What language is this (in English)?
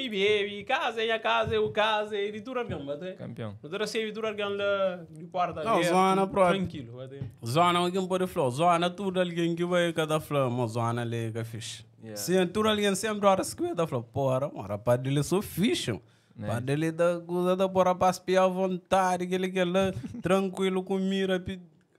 Kabuverdianu